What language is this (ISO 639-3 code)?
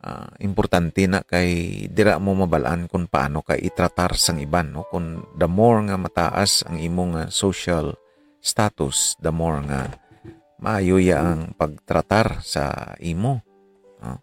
hil